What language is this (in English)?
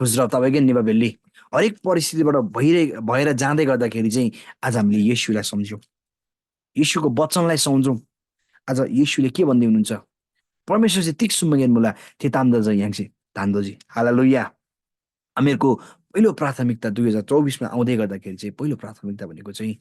Eastern Tamang